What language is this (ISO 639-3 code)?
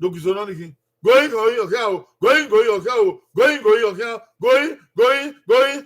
bin